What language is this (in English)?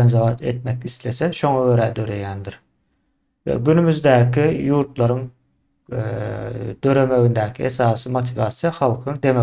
Turkmen